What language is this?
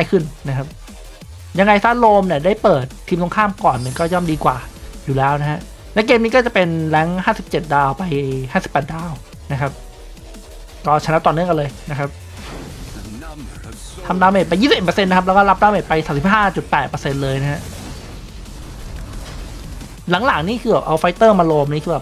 Thai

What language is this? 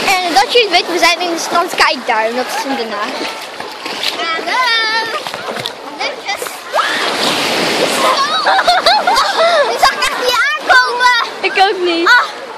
Dutch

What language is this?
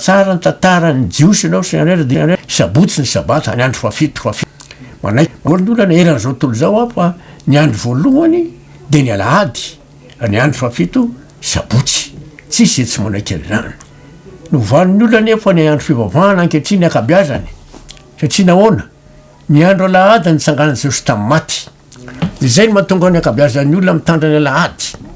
Malagasy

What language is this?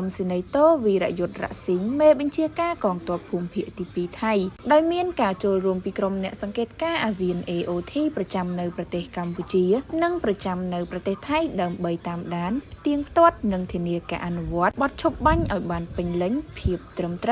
Khmer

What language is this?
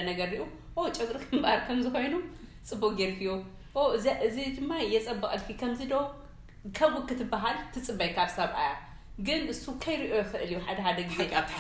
Tigrinya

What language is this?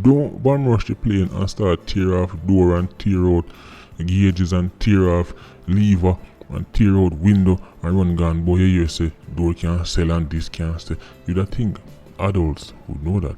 Jamaican Creole English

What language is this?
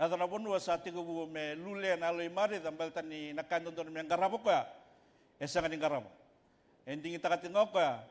Fijian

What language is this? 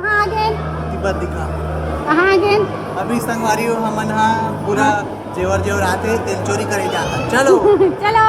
Chhattisgarhi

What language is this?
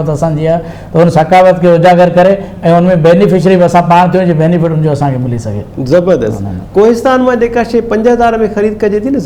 Sindhi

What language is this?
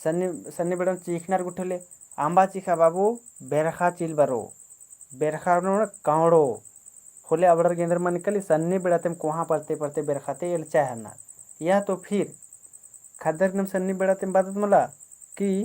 Kurukh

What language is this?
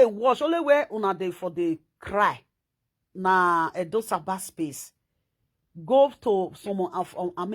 Nigerian Pidgin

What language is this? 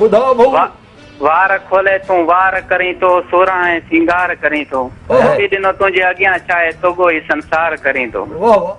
Sindhi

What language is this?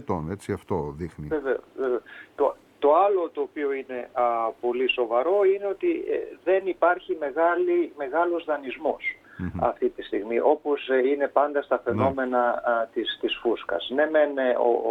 Greek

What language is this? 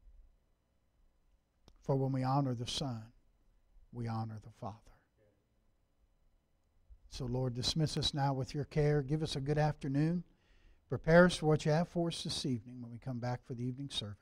English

